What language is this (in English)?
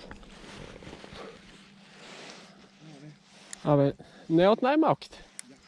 Bulgarian